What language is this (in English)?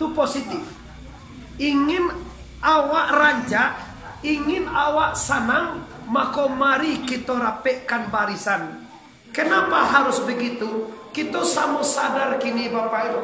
Minangkabau